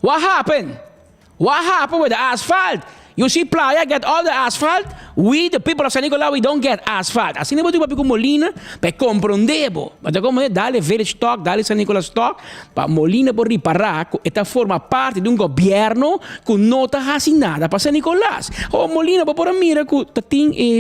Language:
Papiamento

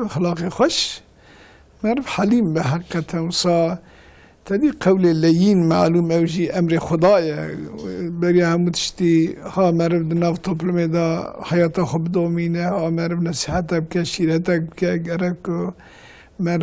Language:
Kurdish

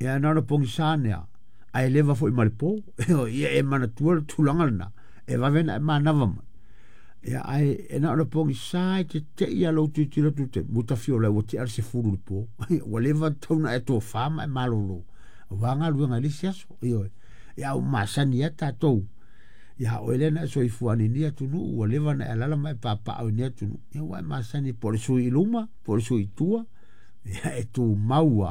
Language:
Samoan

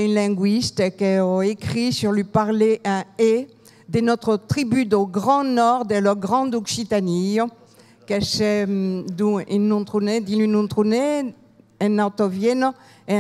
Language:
Occitan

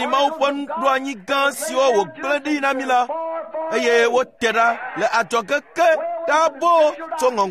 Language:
Ewe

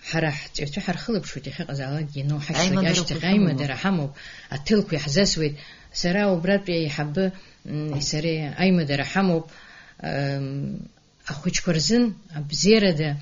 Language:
Abkhazian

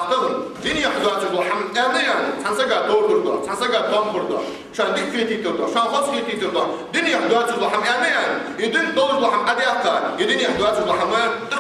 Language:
Ingush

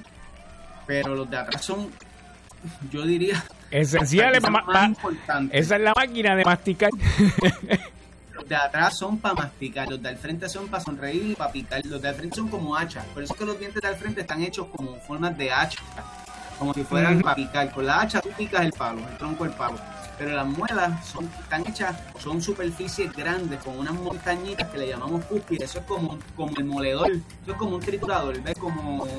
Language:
Spanish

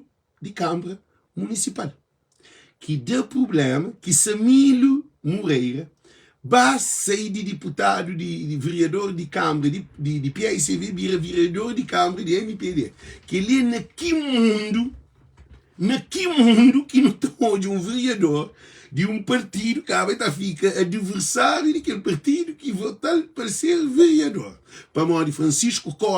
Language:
Kabuverdianu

